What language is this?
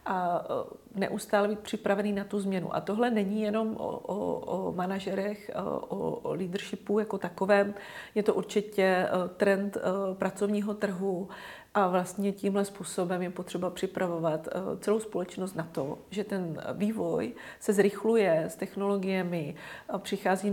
Czech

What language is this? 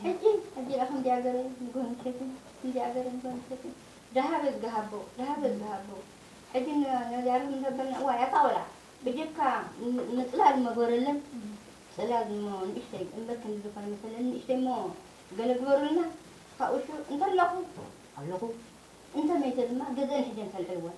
Tigrinya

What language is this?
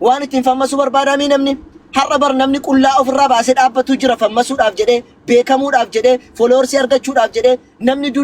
Oromo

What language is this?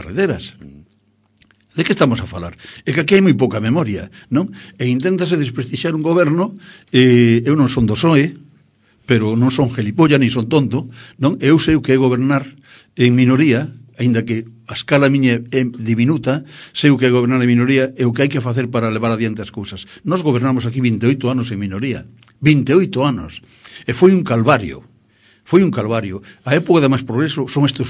Galician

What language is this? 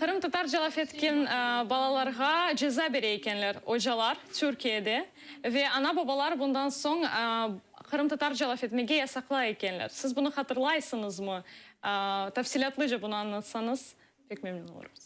Crimean Tatar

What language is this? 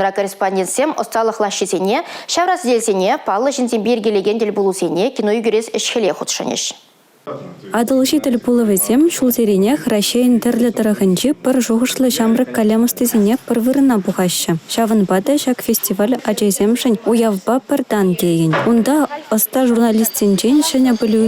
Chuvash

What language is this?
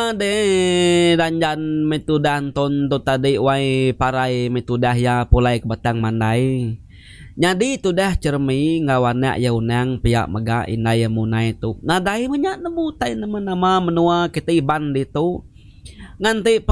Iban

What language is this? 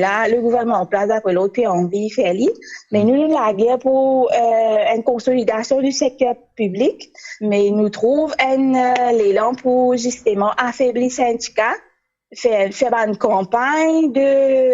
Morisyen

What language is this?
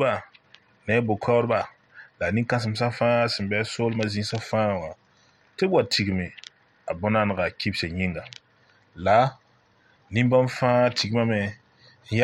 Mossi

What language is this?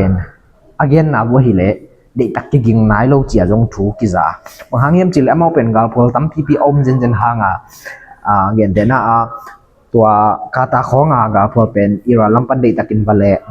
Tedim Chin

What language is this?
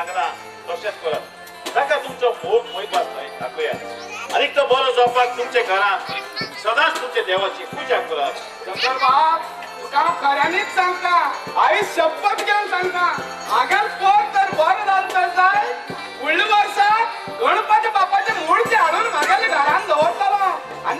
Konkani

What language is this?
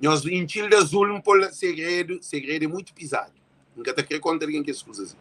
Kabuverdianu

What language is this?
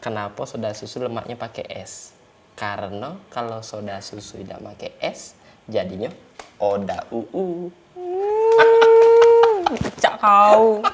Musi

